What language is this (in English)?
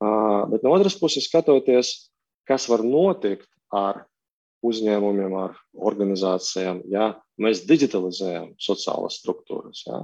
Latvian